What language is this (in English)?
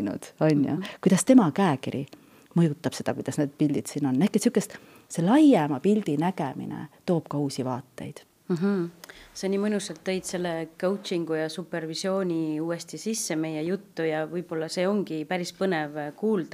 Estonian